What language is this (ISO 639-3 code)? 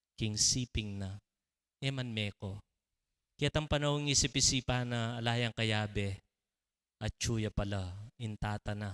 pam